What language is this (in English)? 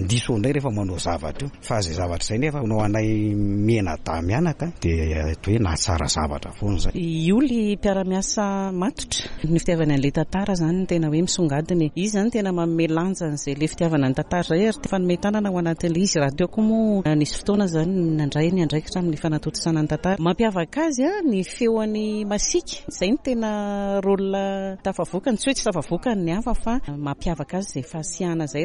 Malagasy